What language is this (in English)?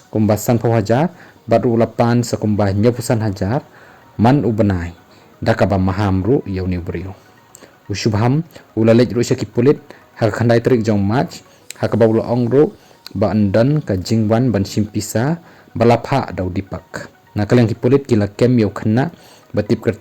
Khasi